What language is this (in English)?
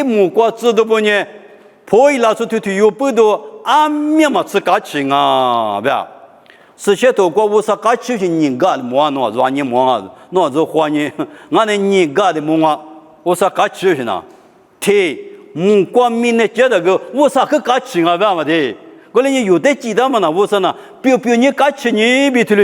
Lisu